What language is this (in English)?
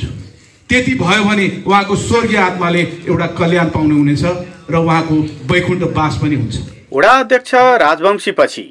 Nepali